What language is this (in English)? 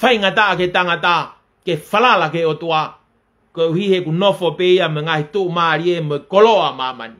Tongan